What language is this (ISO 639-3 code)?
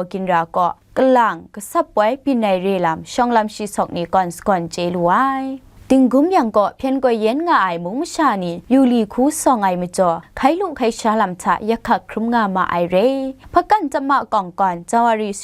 kac